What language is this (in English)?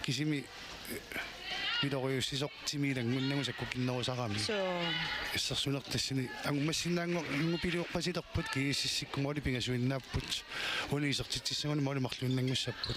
Kalaallisut